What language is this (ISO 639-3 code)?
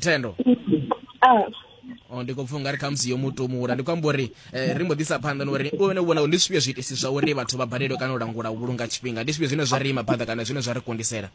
ven